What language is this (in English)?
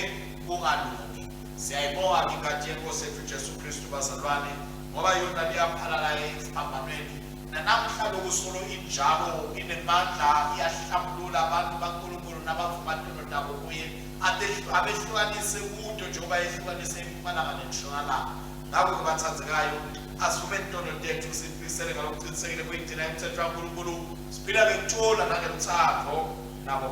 Swati